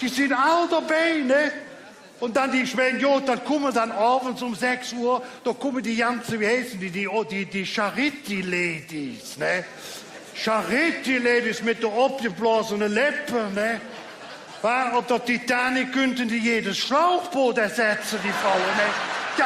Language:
Colognian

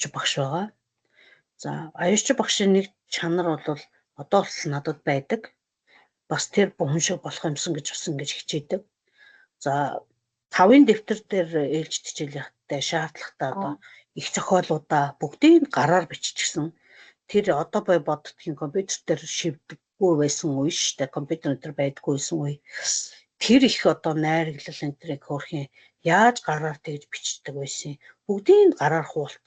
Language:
Mongolian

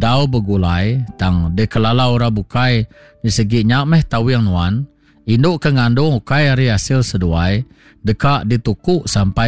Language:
Iban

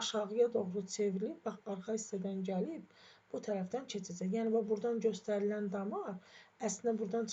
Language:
Azerbaijani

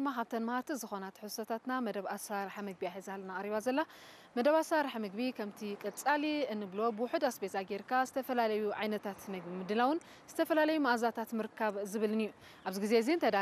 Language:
Tigrinya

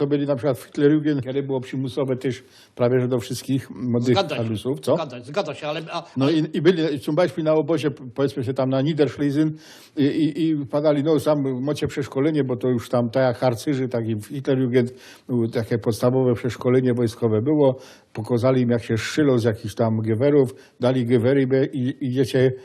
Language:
Silesian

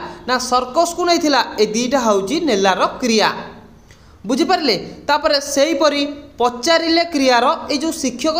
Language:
Odia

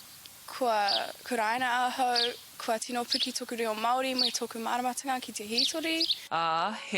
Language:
Māori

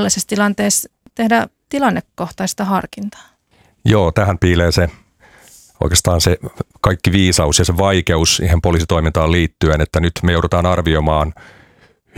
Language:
Finnish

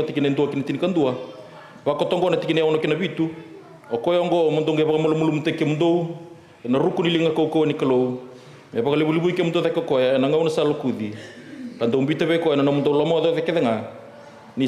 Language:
Fijian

